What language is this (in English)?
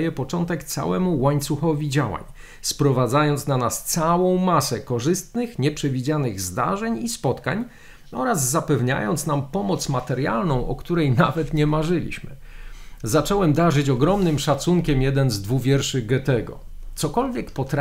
Polish